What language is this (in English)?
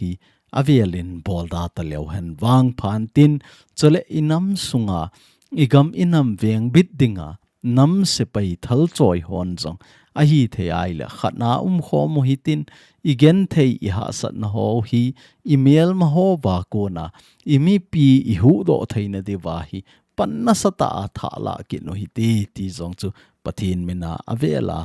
Thado Chin